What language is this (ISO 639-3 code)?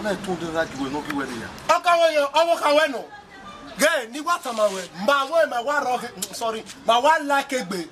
bin